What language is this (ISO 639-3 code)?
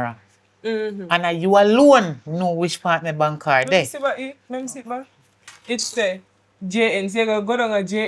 jam